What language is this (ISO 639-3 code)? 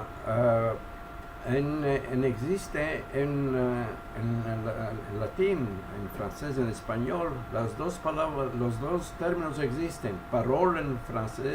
lad